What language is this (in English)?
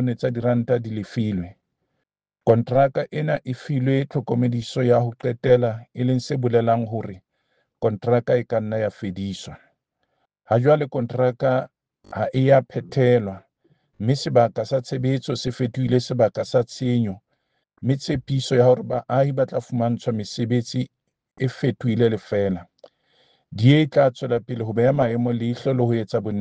Southern Sotho